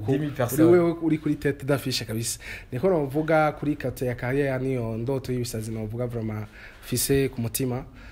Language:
Rundi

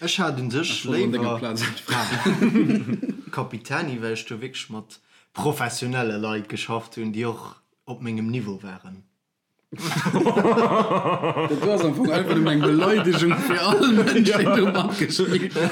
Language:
Luxembourgish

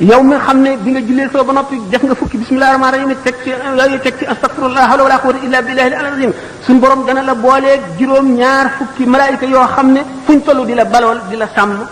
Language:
Wolof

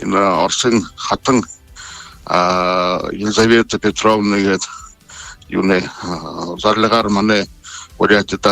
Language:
Buriat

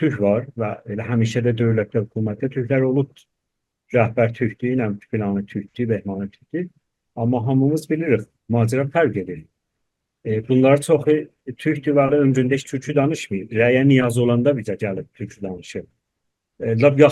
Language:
South Azerbaijani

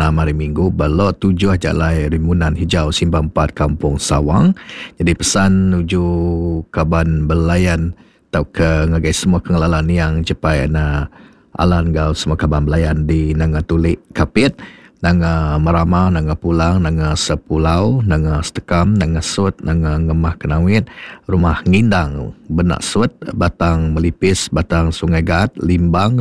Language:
Iban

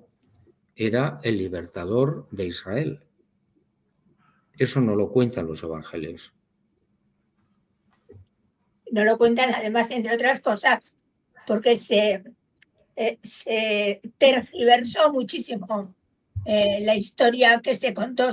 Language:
Spanish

